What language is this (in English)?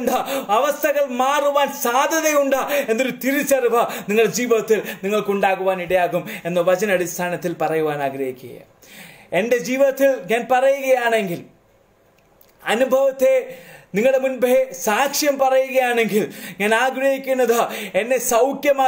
Malayalam